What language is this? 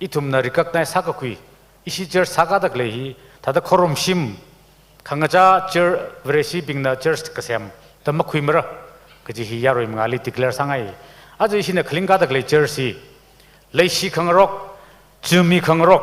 Tangkhul Naga (India)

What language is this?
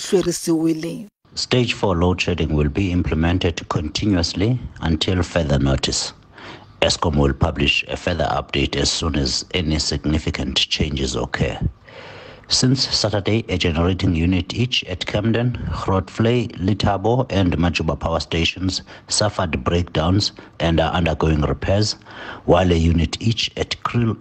Tsonga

